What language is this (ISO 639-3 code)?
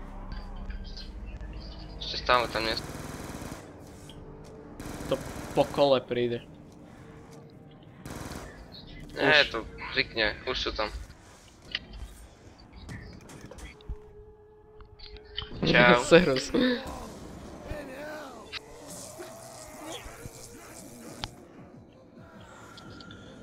slk